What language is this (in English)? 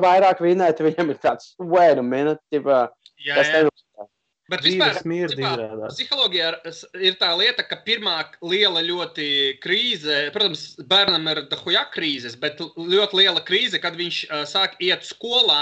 Latvian